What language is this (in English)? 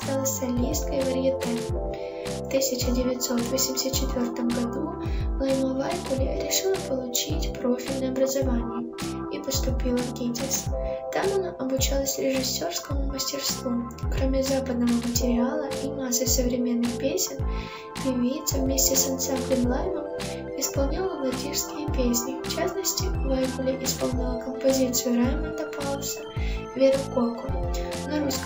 Russian